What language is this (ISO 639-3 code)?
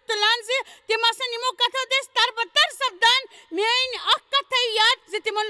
kas